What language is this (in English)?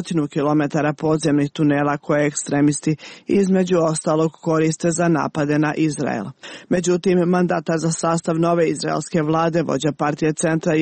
Serbian